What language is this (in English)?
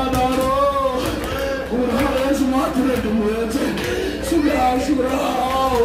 Kashmiri